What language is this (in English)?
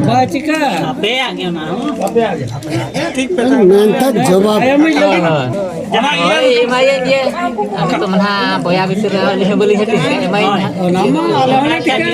Santali